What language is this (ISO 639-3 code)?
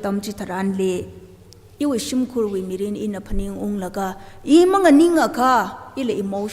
nmf